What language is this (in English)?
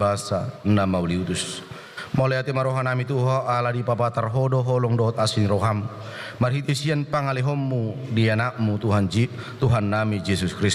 Batak Toba